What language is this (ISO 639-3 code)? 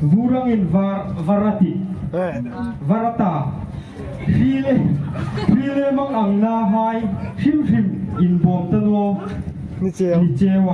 hmr